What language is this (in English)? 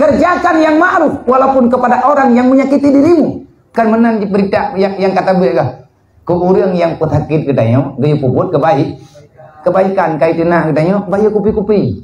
Achinese